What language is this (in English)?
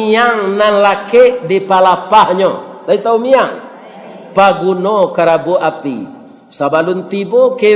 Minangkabau